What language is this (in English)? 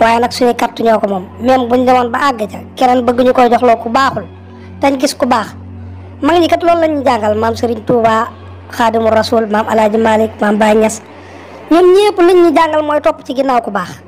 Wolof